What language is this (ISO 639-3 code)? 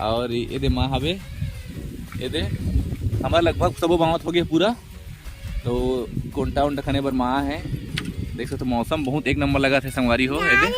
hne